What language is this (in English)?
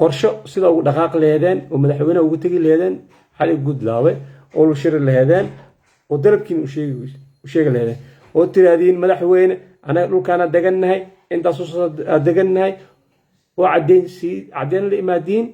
Somali